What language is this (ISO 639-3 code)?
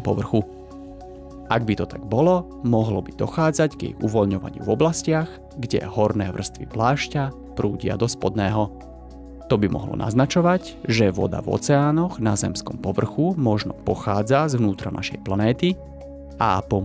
slk